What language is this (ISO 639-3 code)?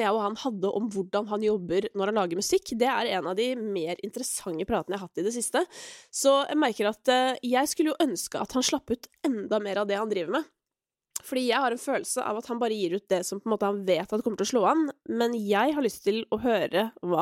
nor